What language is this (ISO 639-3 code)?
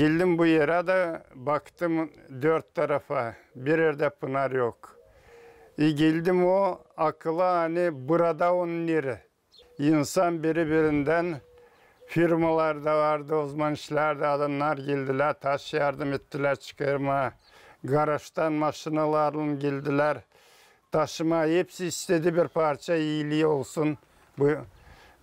gag